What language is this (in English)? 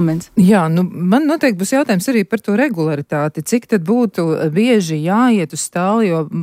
Latvian